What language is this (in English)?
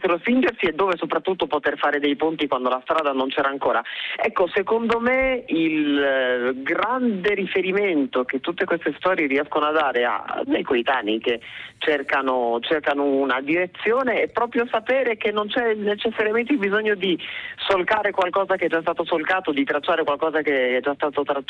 Italian